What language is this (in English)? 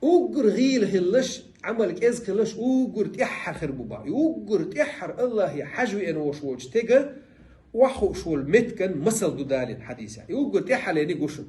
Chechen